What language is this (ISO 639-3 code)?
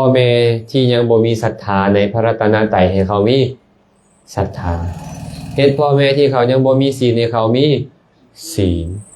lao